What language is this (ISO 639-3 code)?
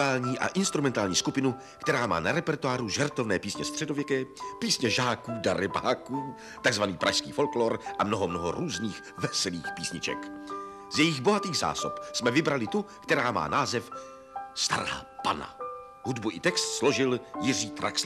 ces